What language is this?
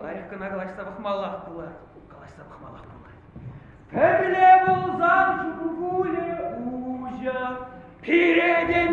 Chuvash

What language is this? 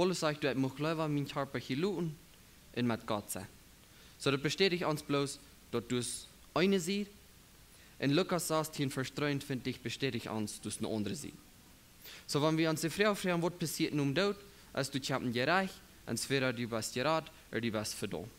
Plautdietsch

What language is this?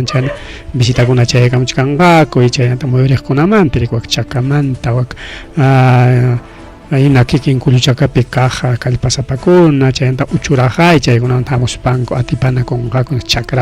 Ayacucho Quechua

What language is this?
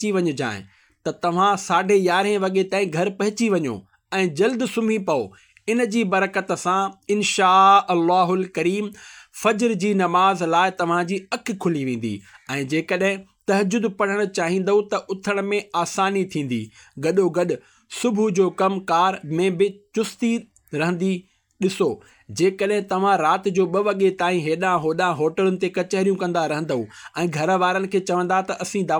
Sindhi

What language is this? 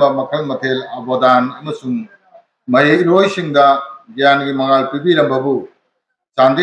Manipuri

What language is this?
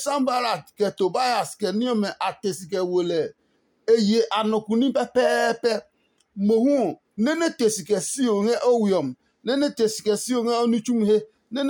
Adangme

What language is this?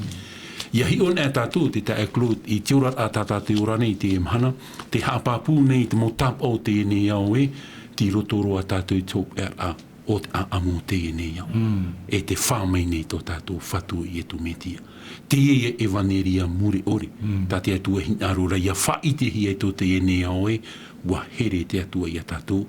Tahitian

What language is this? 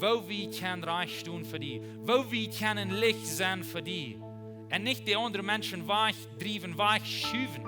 Plautdietsch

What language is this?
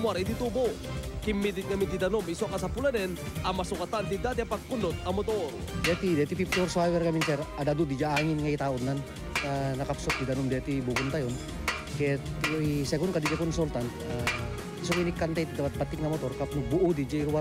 Iloko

